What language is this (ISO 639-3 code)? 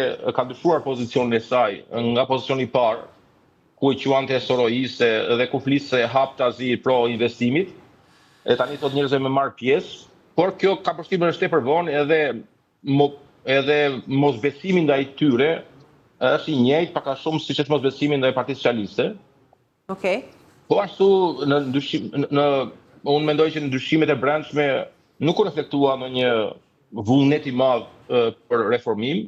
sqi